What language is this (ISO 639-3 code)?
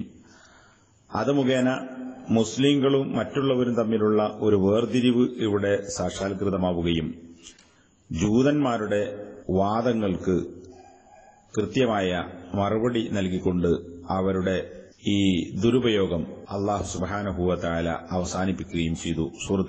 mal